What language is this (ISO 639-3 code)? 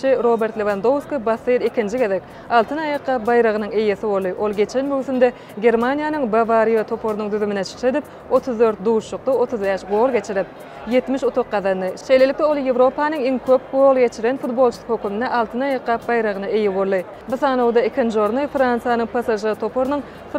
tuk